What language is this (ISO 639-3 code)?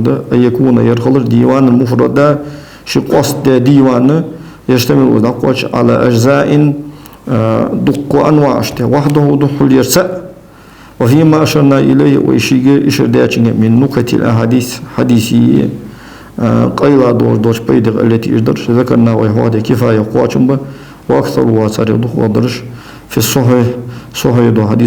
inh